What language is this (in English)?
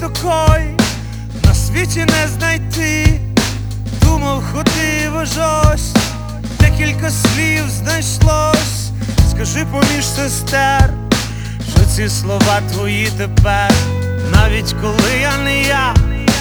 Ukrainian